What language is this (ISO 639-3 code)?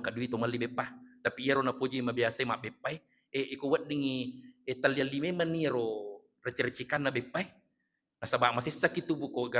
bug